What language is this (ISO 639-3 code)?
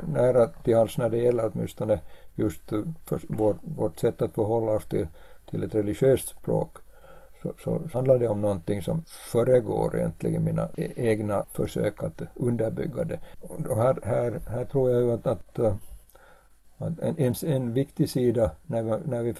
swe